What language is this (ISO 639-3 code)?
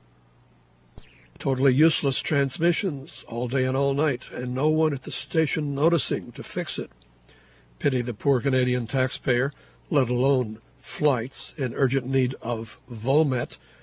eng